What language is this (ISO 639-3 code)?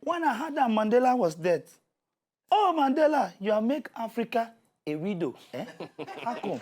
pcm